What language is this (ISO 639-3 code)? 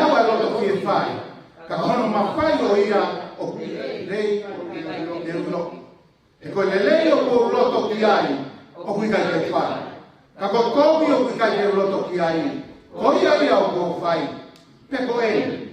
ton